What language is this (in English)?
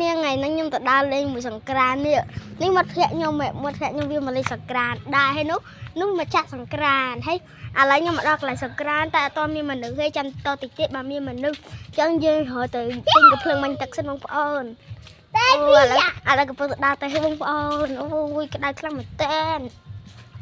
Khmer